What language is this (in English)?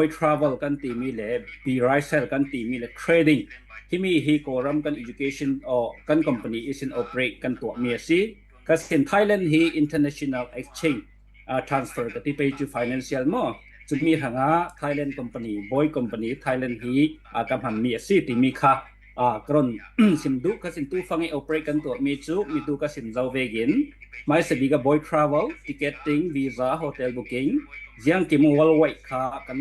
Falam Chin